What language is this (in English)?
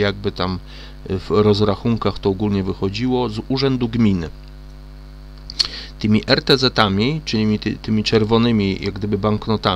Polish